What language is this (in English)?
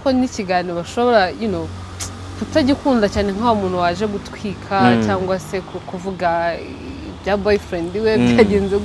Kinyarwanda